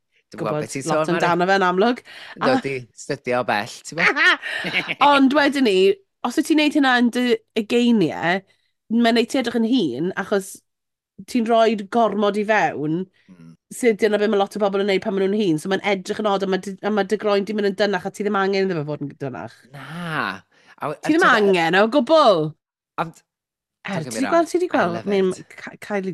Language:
Welsh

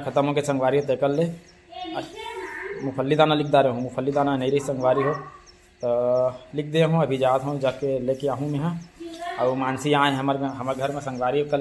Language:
Chhattisgarhi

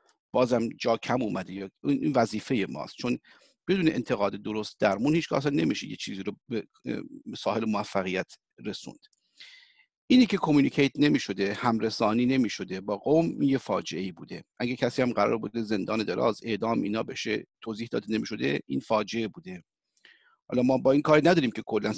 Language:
Persian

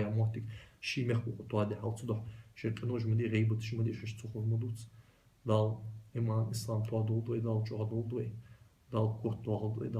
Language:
Ingush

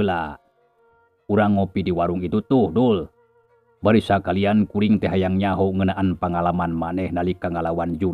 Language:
Sundanese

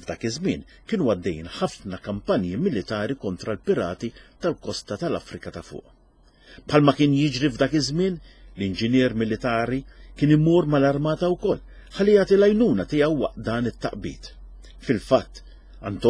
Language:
Maltese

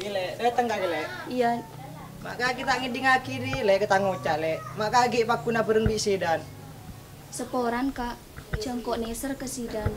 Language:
Madurese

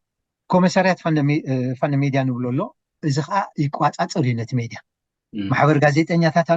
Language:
Tigrinya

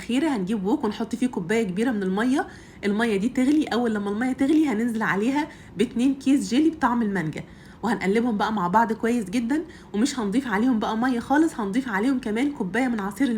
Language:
Egyptian Arabic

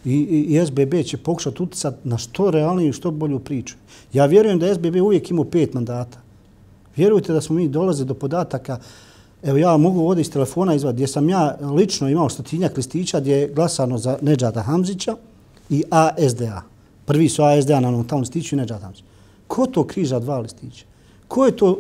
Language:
Bosnian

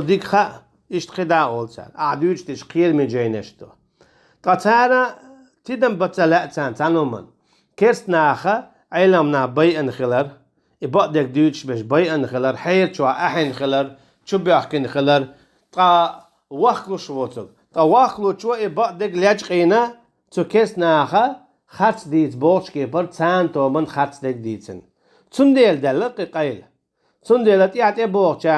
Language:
Chechen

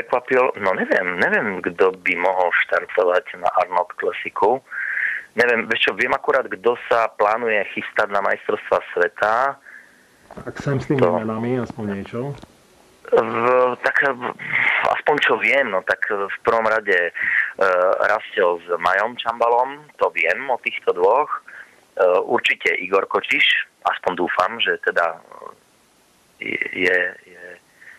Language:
Slovak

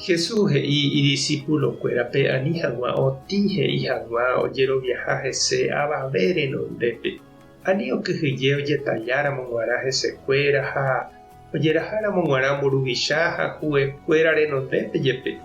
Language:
Guarani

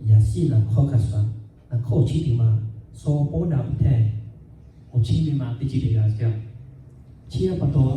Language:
Lahu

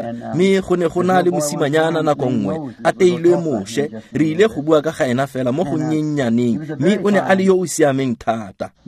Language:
Tswana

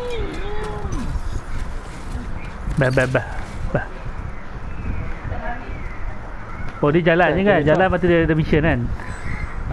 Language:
Malay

